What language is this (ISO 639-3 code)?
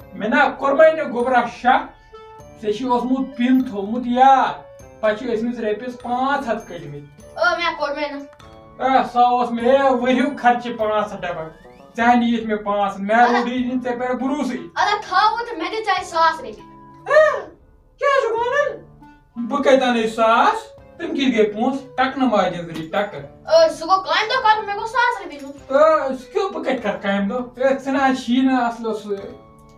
kas